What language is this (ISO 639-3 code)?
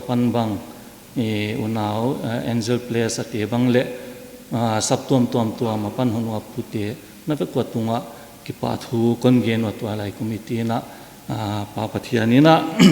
pck